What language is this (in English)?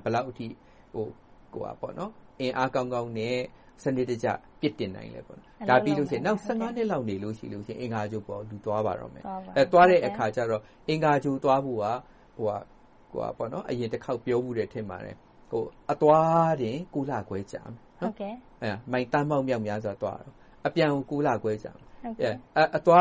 Burmese